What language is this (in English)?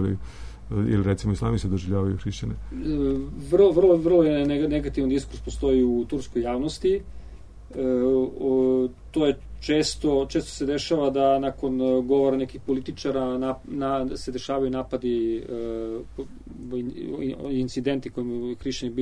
Serbian